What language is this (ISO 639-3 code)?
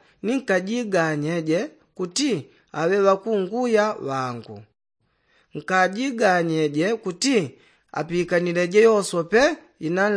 yao